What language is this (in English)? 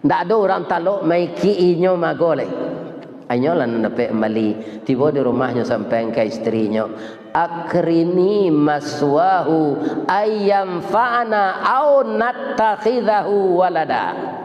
Minangkabau